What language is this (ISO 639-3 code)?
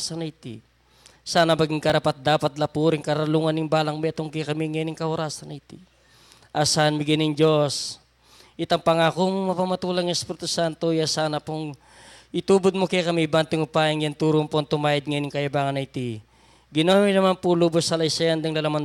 pam